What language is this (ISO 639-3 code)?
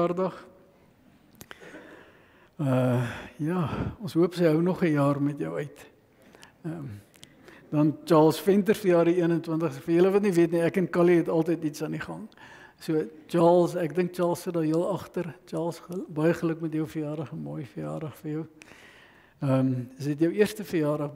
afr